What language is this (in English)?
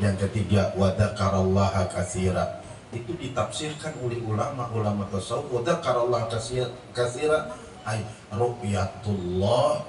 Banjar